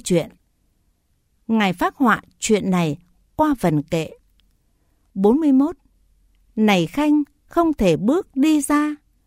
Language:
Vietnamese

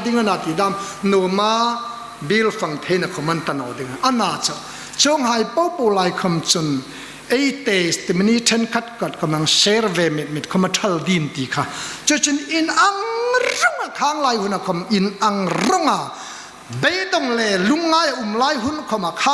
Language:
Hmar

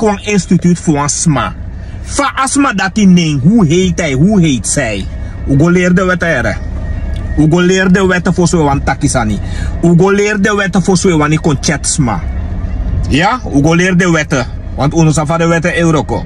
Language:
Sranan Tongo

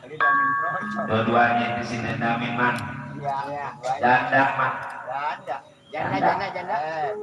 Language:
Betawi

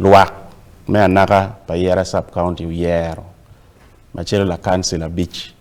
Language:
Acoli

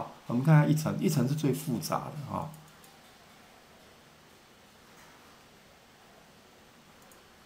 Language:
Chinese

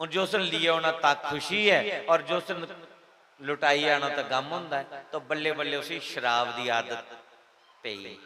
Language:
Dogri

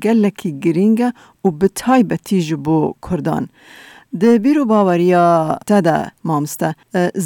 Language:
Kurdish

